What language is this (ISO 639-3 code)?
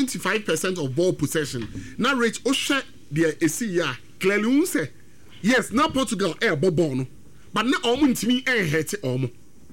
aka